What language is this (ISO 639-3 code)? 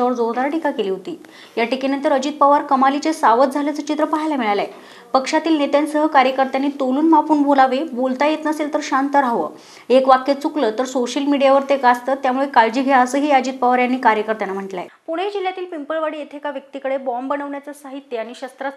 mar